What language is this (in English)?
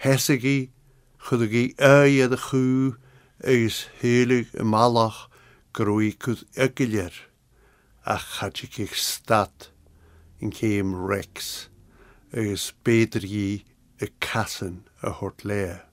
Scottish Gaelic